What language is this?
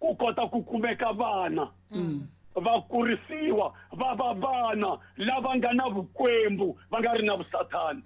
Tsonga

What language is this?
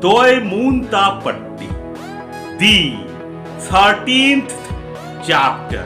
Kurukh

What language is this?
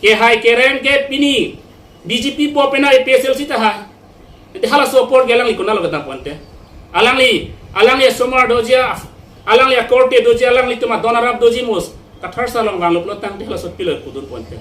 Karbi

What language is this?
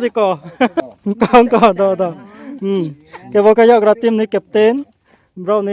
Riang (India)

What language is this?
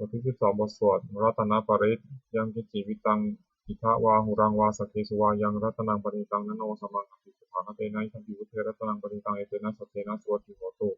Pali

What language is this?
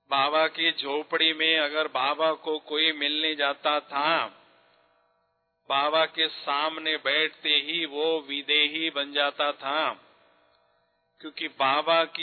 Hindi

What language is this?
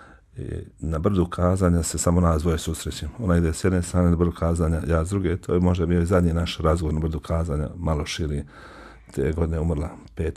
Bosnian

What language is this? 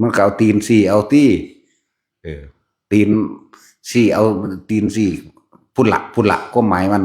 Northeastern Thai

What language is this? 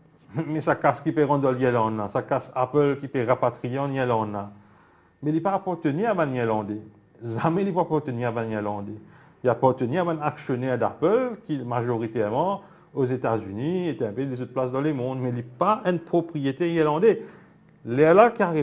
Morisyen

